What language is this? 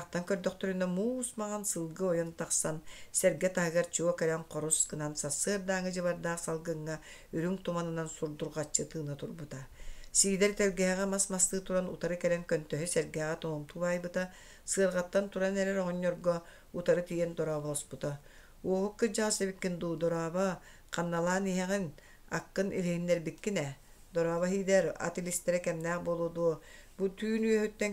Yakut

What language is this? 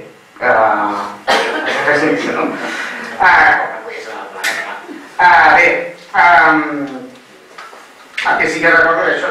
Catalan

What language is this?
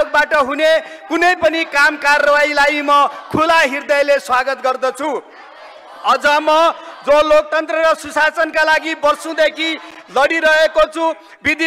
Nepali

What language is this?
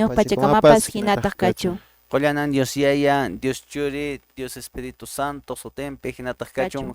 Quechua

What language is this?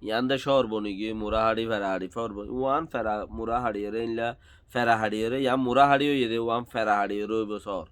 Rohingya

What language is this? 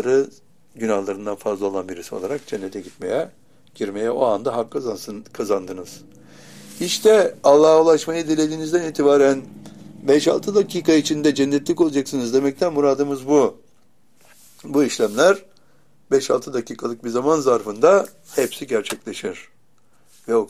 Turkish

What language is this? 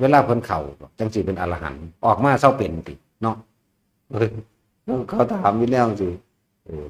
Northeastern Thai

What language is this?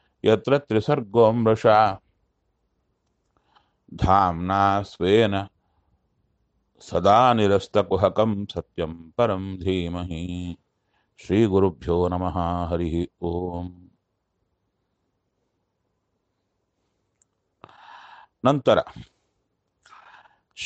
Kannada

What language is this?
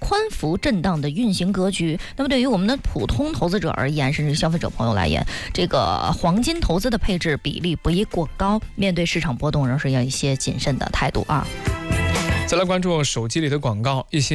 Chinese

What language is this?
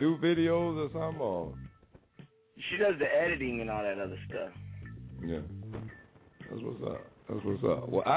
English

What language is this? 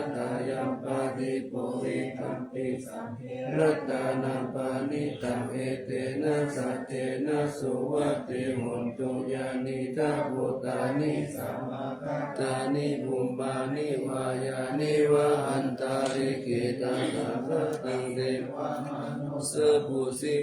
Pali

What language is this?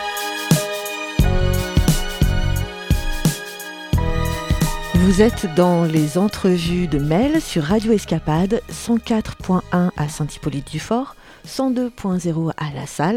French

